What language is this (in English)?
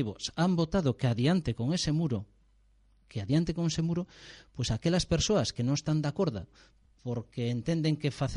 Galician